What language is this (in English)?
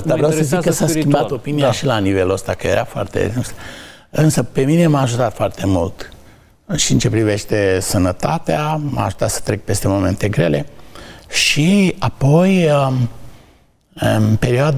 Romanian